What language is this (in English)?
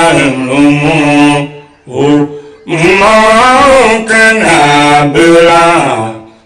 Tiv